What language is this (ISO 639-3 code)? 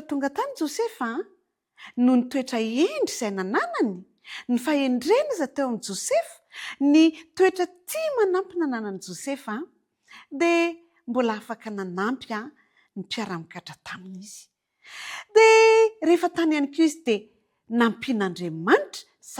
mlg